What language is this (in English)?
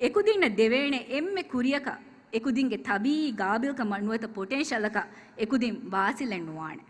Divehi